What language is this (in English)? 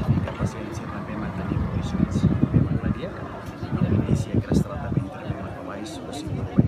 Tetum